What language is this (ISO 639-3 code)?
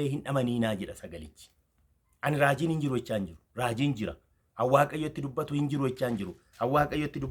orm